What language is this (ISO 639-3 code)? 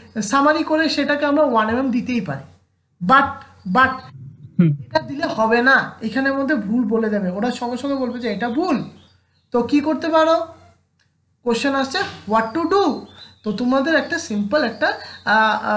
ben